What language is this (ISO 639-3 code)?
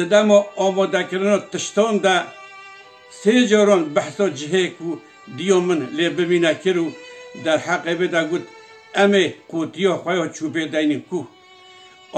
kur